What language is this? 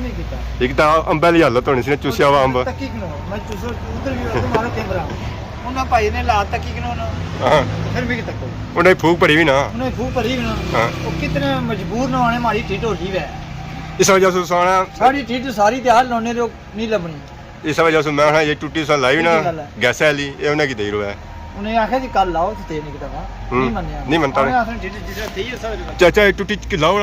Pahari-Potwari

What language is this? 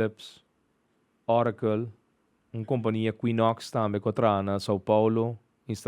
Papiamento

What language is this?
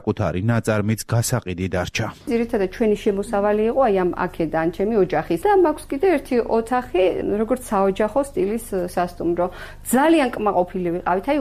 Georgian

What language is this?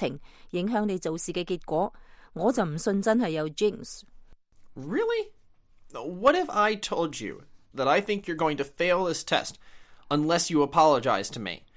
Cantonese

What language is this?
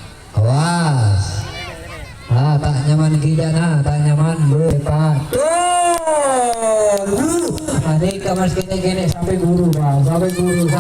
Madurese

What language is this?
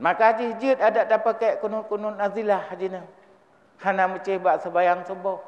Achinese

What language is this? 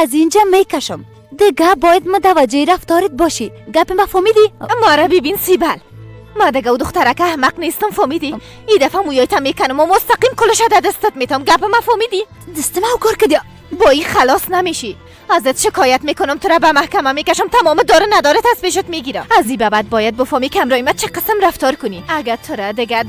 Persian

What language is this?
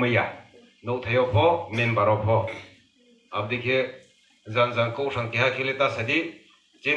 Riang (India)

